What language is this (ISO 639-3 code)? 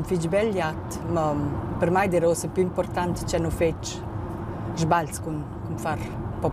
roh